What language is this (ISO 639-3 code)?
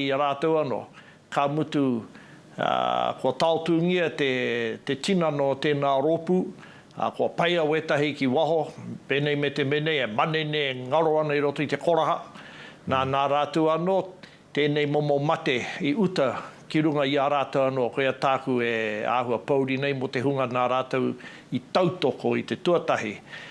mri